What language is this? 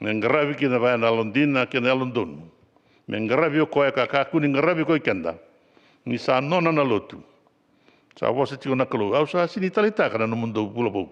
Fijian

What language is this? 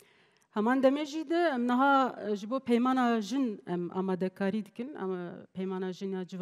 Kurdish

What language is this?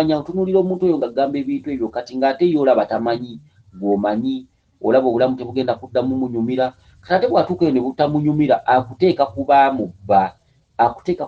Ganda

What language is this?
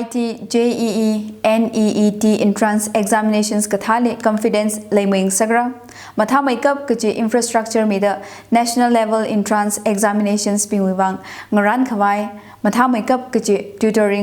Tangkhul Naga (India)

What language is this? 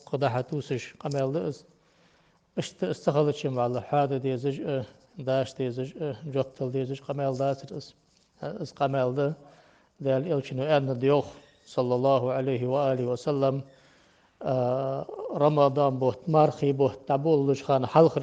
Ingush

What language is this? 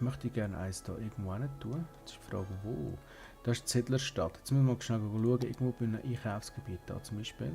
Swiss German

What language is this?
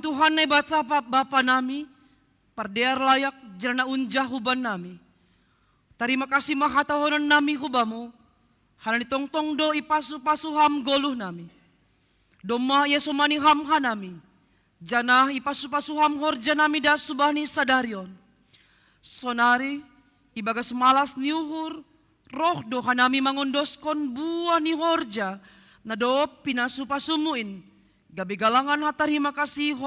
Batak Simalungun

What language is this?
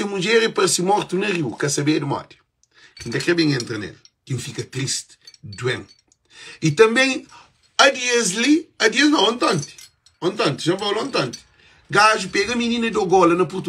Kabuverdianu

